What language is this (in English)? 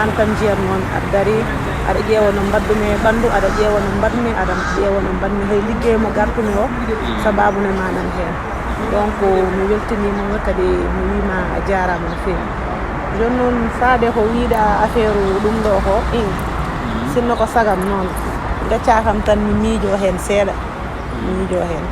Fula